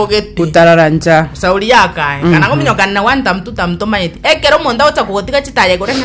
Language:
Gusii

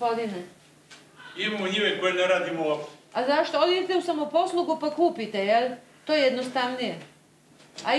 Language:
Serbian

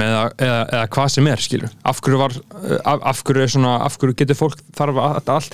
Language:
Icelandic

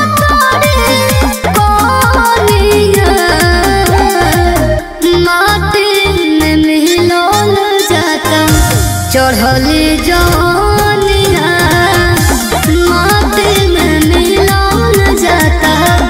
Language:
Bhojpuri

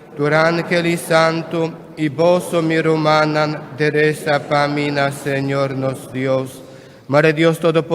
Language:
Papiamento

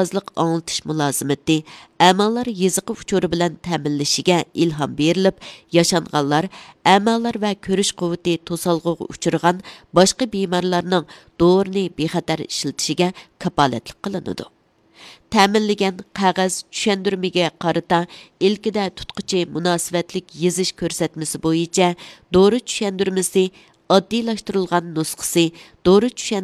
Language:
Uyghur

